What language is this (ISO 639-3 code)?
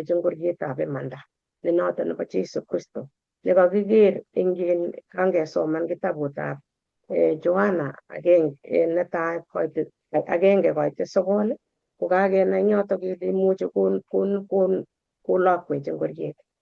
kln